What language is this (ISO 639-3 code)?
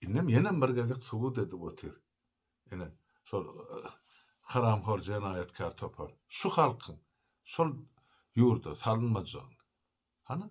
tuk